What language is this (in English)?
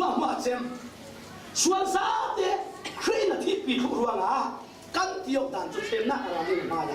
Falam Chin